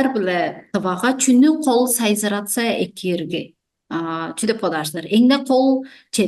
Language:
Tuvinian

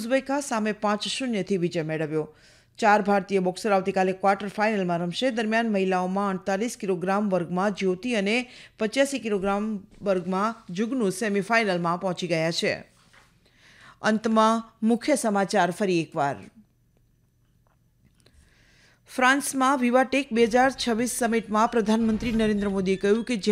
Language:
Gujarati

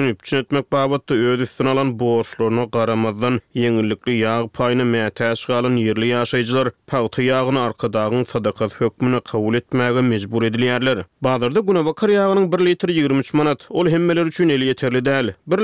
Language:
Turkmen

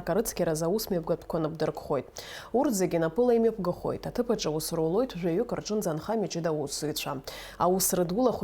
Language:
Abkhazian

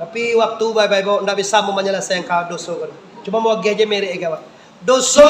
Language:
Minangkabau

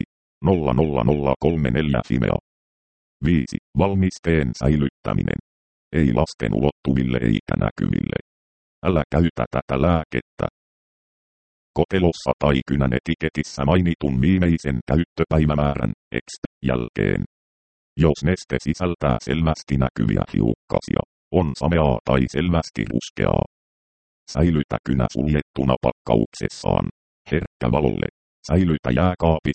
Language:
Finnish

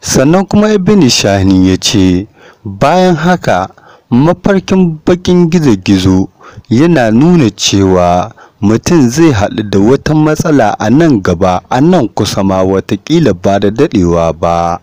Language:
Hausa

